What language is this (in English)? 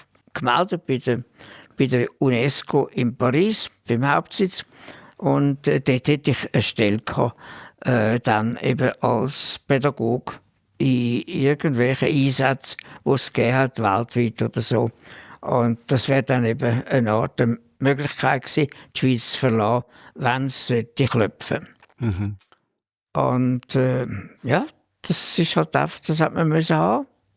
Swiss German